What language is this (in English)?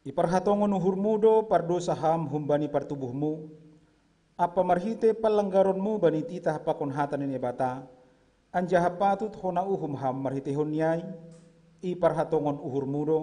Batak Simalungun